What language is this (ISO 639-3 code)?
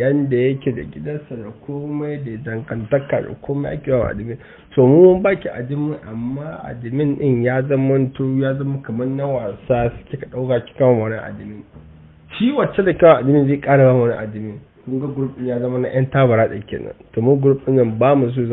hau